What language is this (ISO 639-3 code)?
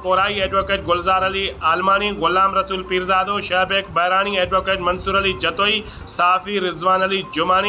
snd